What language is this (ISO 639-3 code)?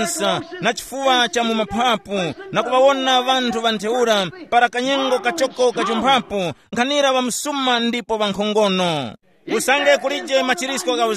tum